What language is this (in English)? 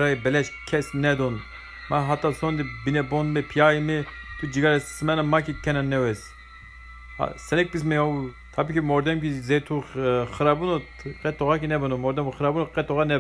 Zaza